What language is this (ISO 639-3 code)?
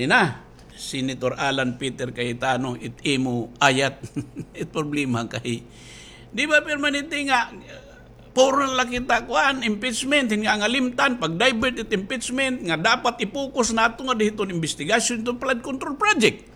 war